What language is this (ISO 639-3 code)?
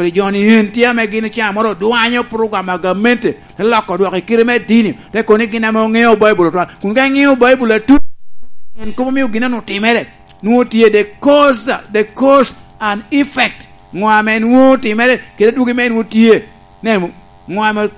laj